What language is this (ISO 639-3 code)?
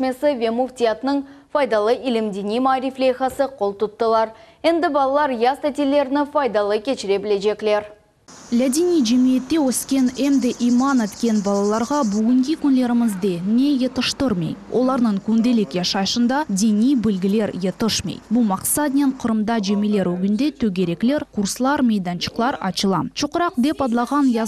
crh